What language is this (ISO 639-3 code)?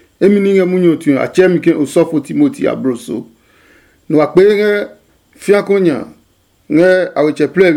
ada